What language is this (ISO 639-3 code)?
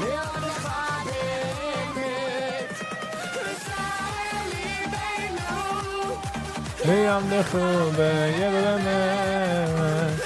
yid